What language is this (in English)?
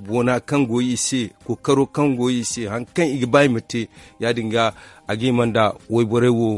Zarma